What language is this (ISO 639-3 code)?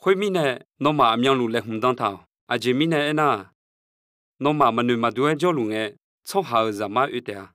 ahk